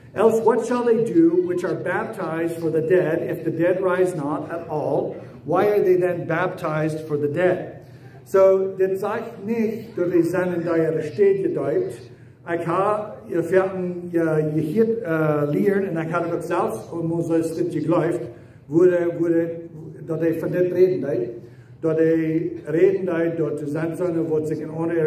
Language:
Plautdietsch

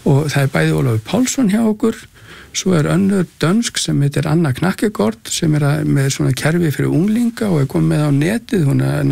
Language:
Icelandic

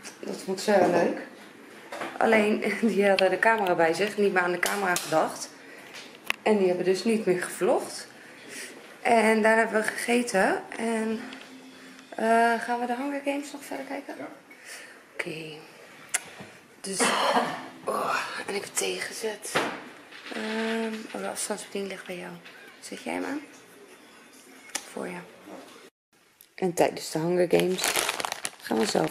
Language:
Dutch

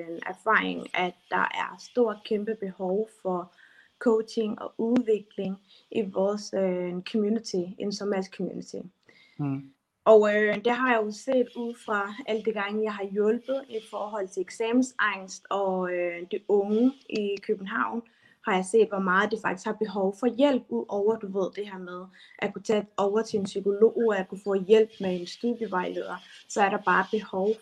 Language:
Danish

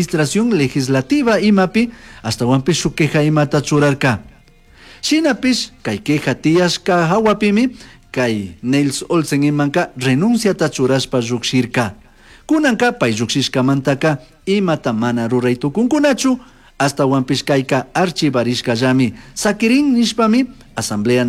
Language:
Chimborazo Highland Quichua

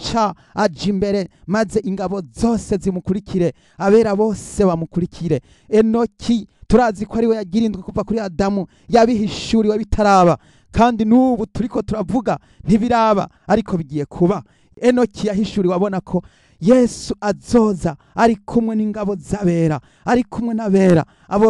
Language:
Rundi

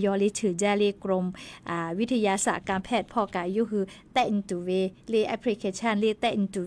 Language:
Lahu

